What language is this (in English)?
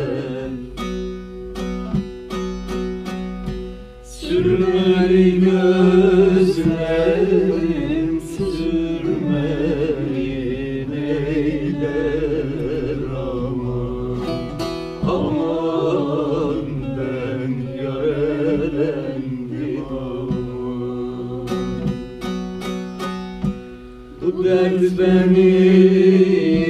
Turkish